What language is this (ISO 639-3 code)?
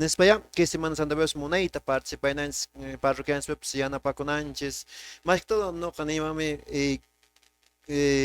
que